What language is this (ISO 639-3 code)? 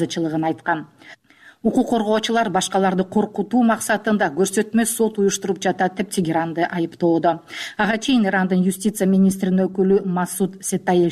kir